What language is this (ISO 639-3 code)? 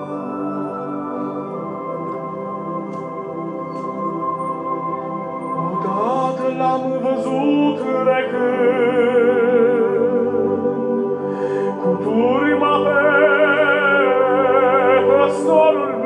ron